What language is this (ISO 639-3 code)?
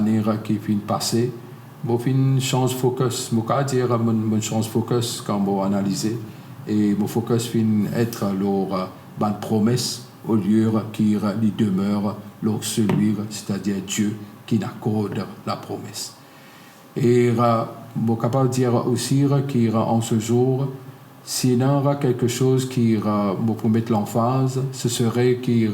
mfe